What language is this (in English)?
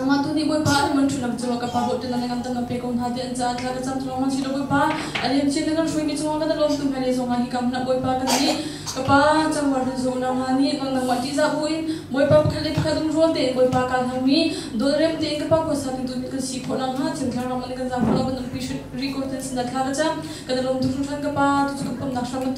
Hakha Chin